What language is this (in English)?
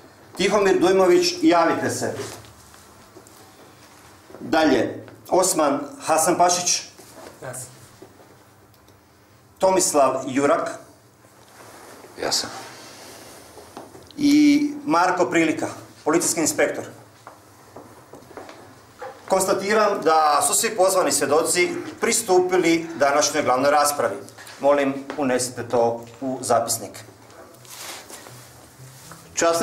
Croatian